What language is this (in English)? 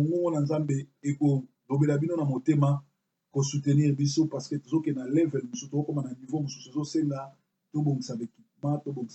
Lingala